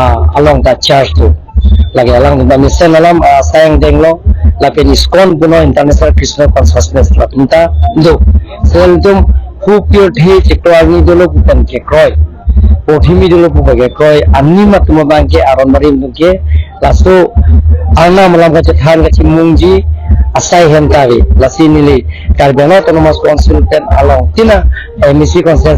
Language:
Karbi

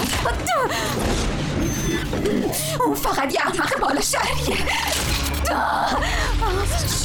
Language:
Persian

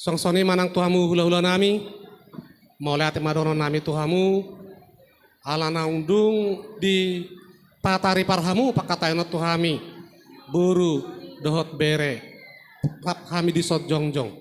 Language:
Batak Toba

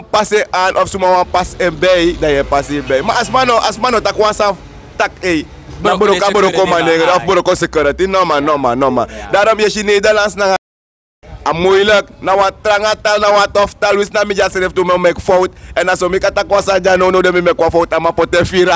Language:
Sranan Tongo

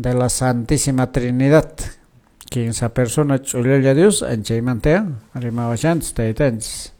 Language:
Quechua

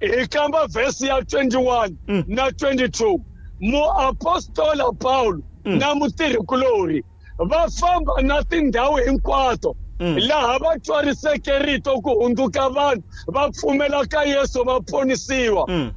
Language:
Tsonga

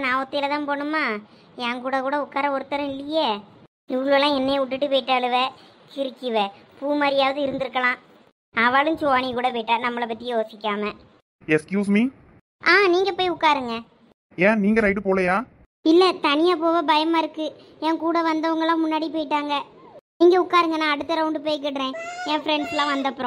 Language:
Tamil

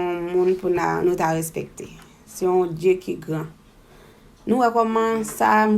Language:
Haitian Creole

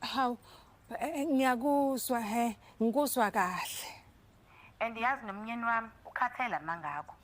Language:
Zulu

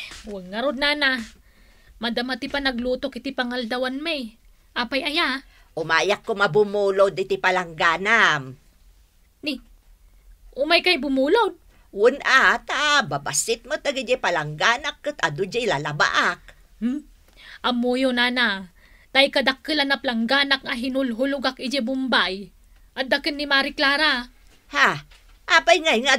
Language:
Iloko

